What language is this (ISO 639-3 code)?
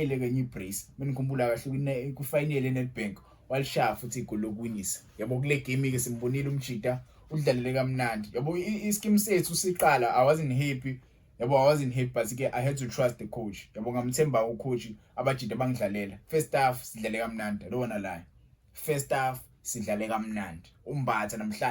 zul